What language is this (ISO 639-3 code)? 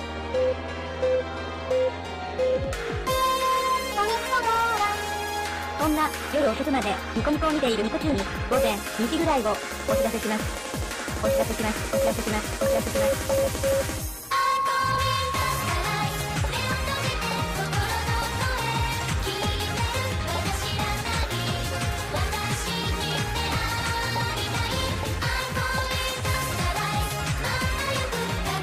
jpn